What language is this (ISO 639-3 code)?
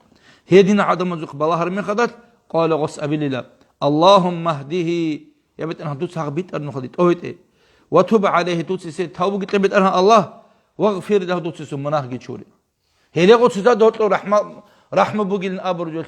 ava